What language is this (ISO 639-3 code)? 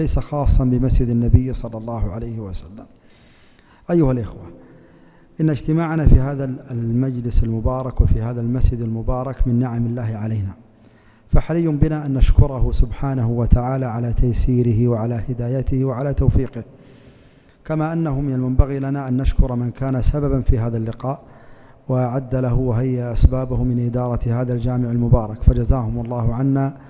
ara